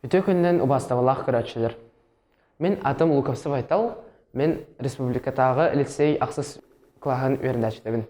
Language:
Yakut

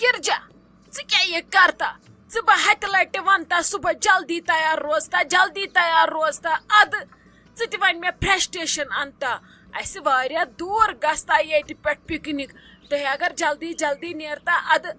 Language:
Kashmiri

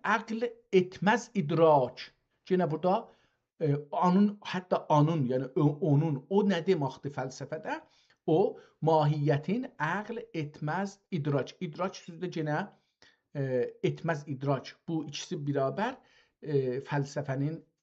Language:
South Azerbaijani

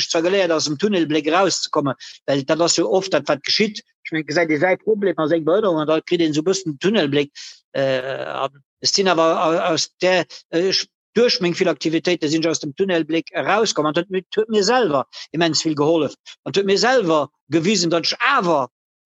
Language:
Luxembourgish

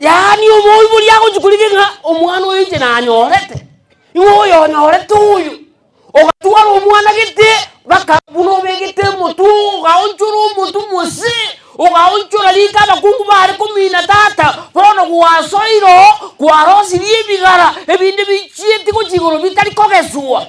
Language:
Gusii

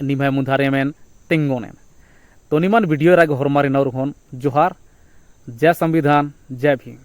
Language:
Kurukh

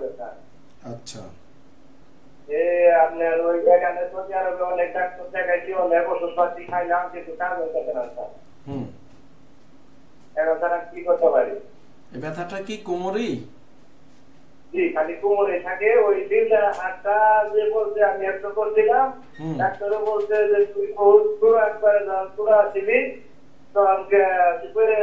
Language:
Bangla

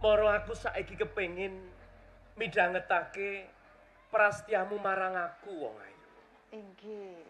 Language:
Javanese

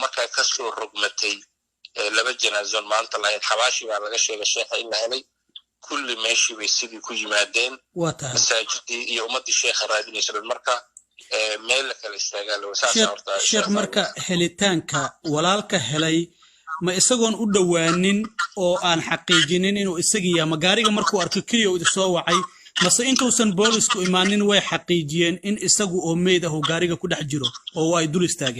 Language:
Somali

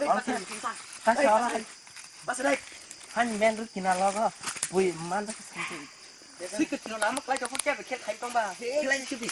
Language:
Kok Borok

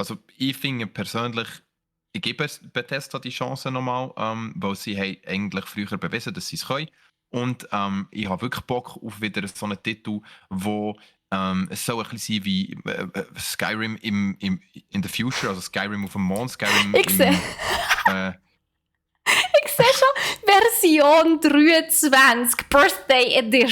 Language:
Swiss German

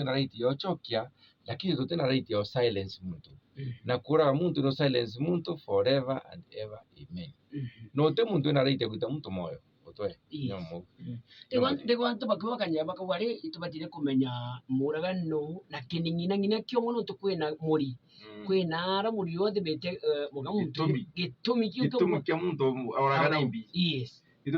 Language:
Meru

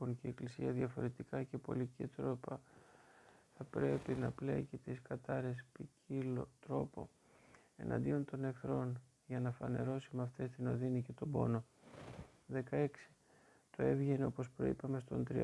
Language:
Greek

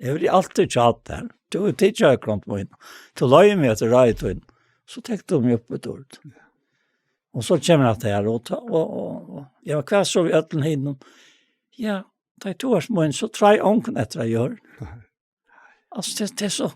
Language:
Faroese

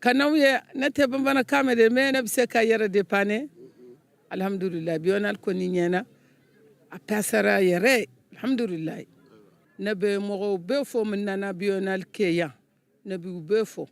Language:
Bambara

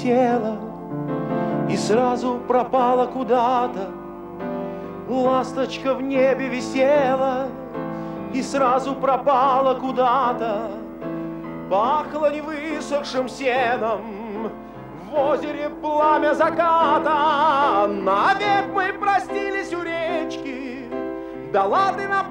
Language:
Russian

